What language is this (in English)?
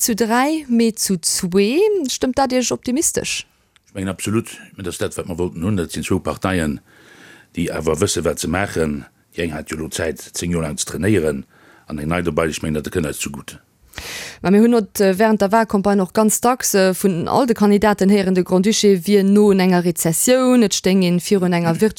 Luxembourgish